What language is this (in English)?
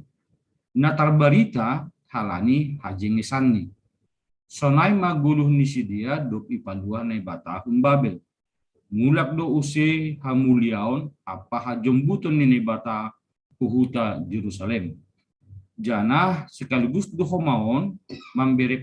Batak Simalungun